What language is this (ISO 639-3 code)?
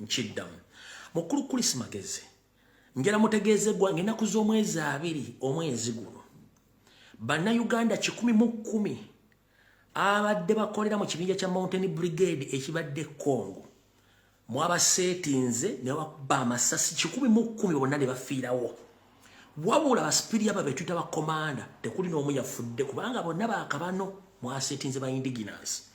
lug